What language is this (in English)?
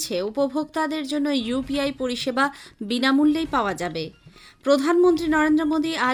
Bangla